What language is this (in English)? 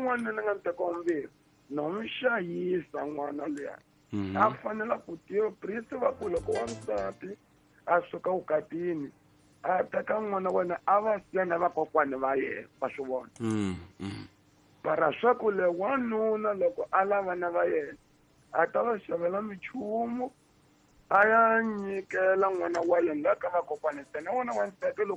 Tsonga